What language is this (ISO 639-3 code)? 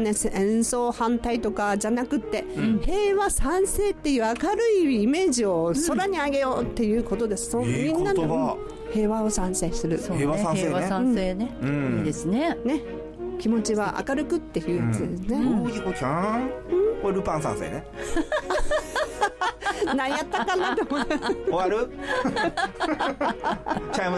jpn